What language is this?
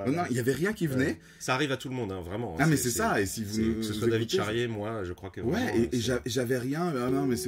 French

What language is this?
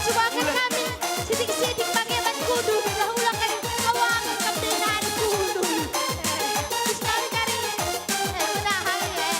Batak Karo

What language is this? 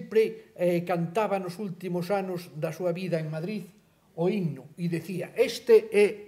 Galician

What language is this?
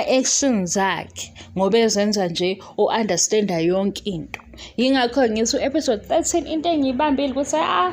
Zulu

